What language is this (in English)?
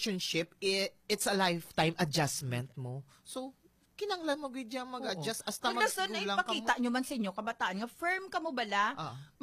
Hiligaynon